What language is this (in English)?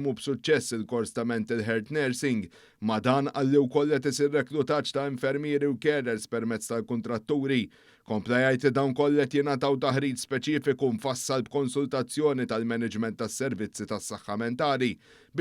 Maltese